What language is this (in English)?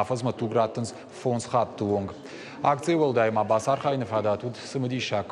Ossetic